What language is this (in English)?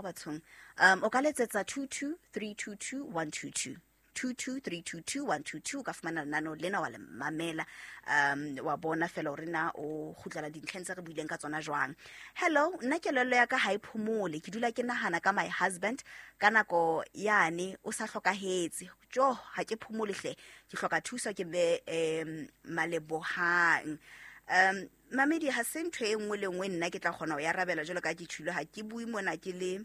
Southern Sotho